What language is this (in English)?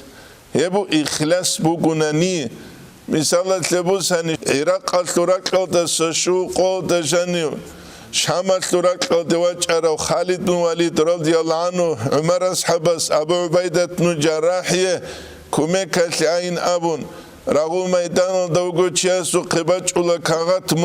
Avaric